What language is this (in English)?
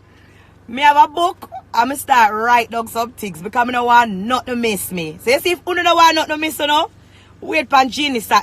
Jamaican Creole English